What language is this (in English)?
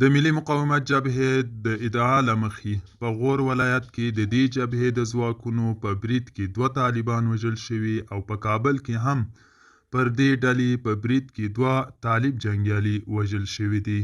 Pashto